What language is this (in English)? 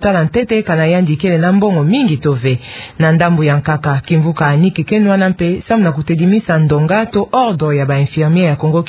Kituba (Democratic Republic of Congo)